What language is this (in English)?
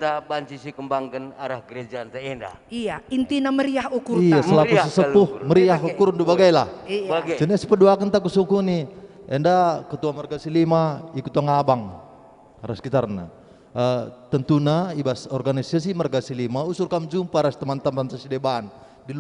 Batak Karo